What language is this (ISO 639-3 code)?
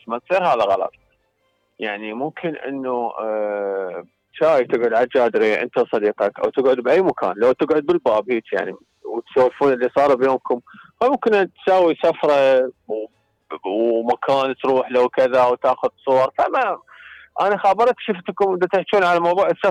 acm